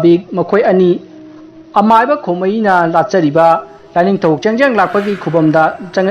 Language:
Manipuri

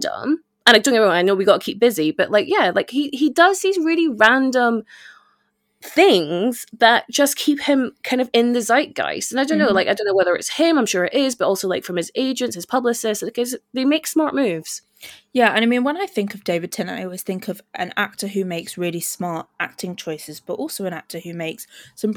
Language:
English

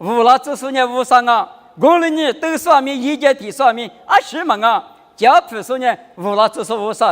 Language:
Lisu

